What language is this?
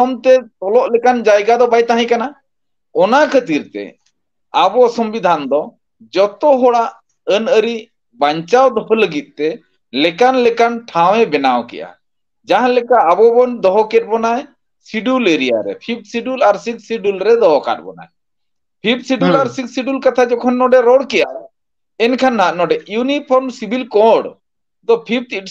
Santali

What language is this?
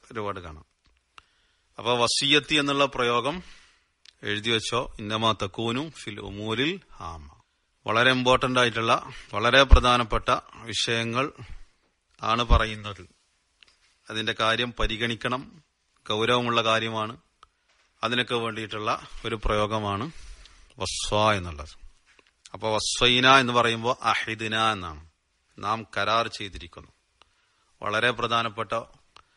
Malayalam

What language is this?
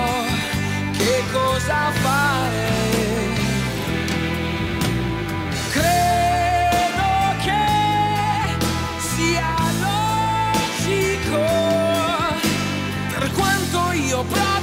Italian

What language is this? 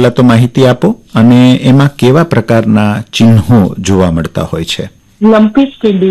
Gujarati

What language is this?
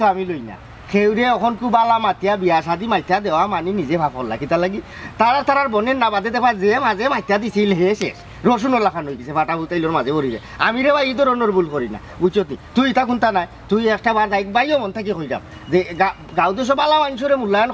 Sylheti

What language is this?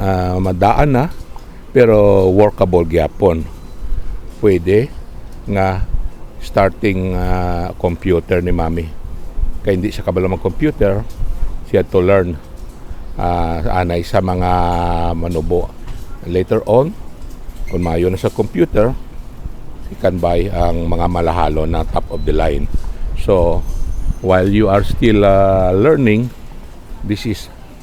Hiligaynon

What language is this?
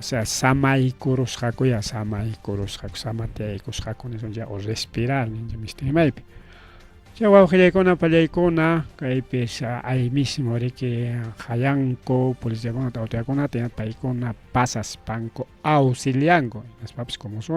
Ayacucho Quechua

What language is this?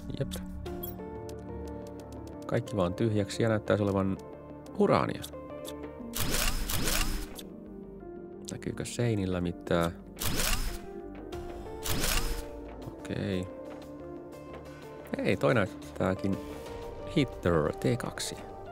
Finnish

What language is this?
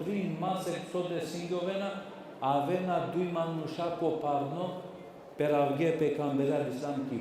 Balkan Romani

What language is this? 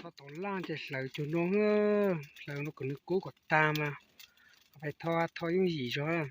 Hmong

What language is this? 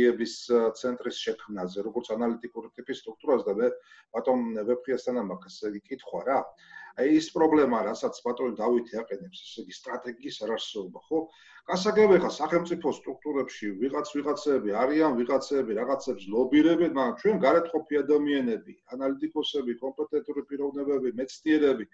Georgian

